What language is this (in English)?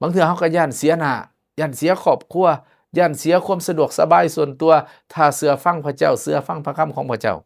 Lao